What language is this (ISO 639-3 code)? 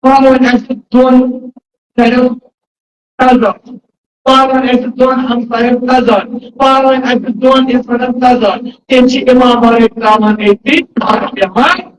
kas